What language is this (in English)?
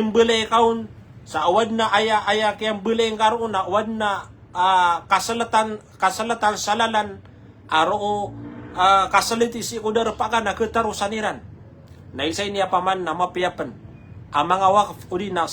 Maranao